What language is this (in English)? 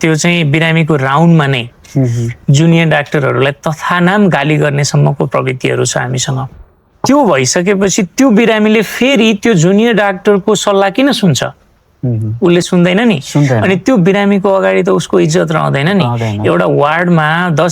Nepali